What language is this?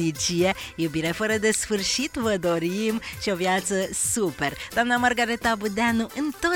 Romanian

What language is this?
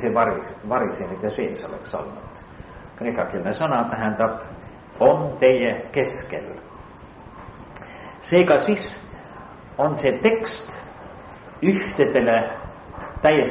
Estonian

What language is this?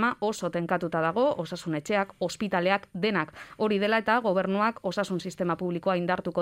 Basque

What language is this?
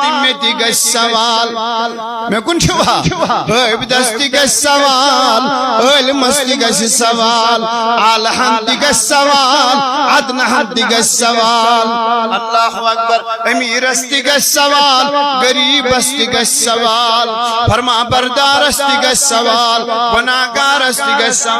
Kashmiri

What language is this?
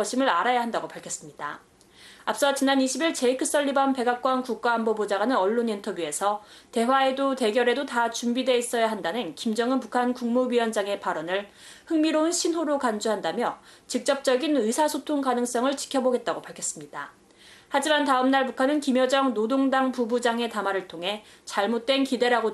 Korean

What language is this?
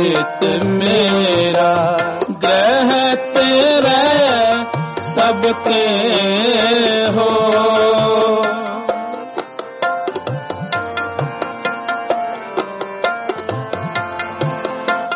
Hindi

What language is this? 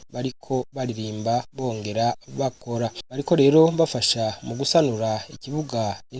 Rundi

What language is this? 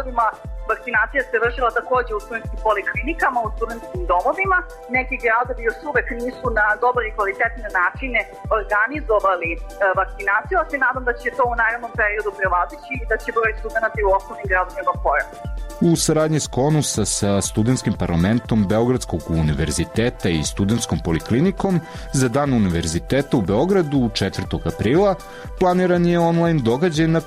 Serbian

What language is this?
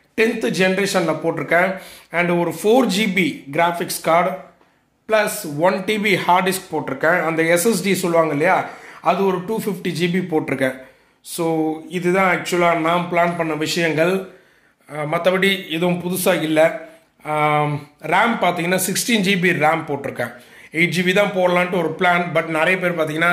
Tamil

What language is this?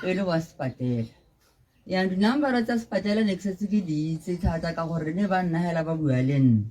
Tswana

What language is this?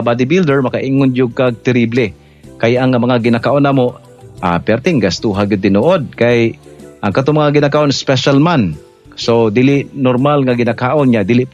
Cebuano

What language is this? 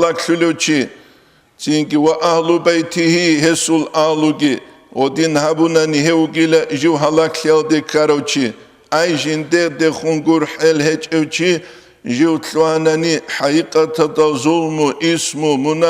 Avaric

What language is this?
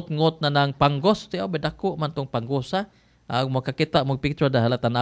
Cebuano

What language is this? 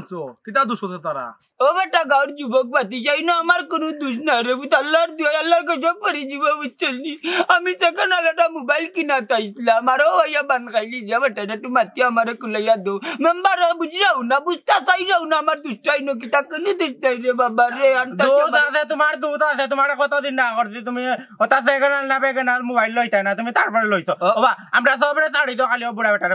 Sylheti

